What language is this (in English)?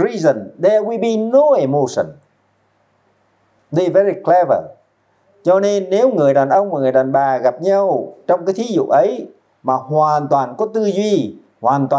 Vietnamese